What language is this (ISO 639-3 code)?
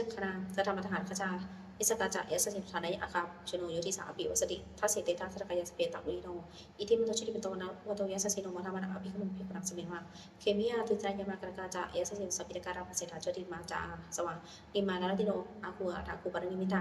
pli